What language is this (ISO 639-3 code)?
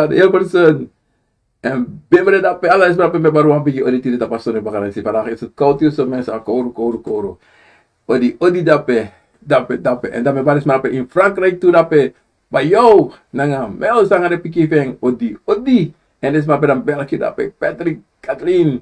srn